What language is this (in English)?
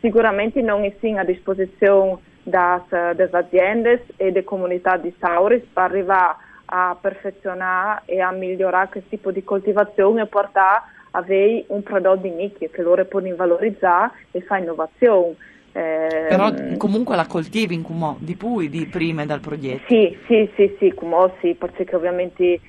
Friulian